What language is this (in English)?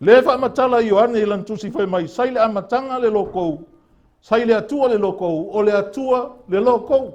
Samoan